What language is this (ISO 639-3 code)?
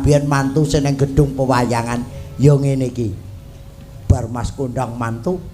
jav